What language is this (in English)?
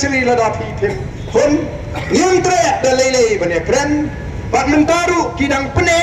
Khasi